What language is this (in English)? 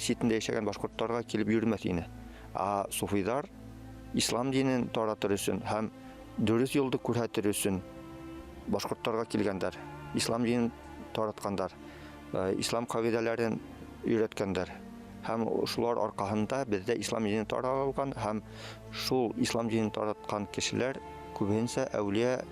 Bashkir